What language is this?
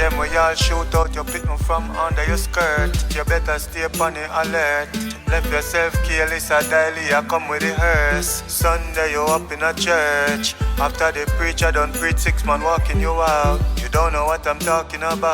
Jamaican Creole English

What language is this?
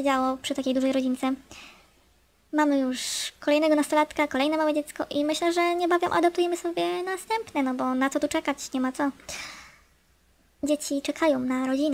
Polish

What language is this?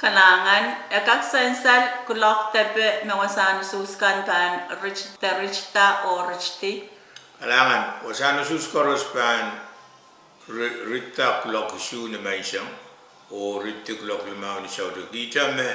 Pohnpeian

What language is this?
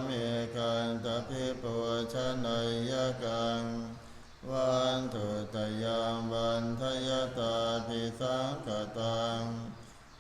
Pali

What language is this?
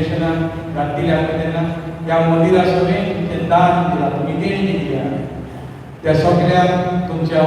Konkani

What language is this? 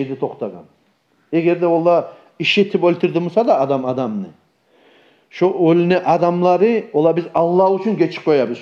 Kumyk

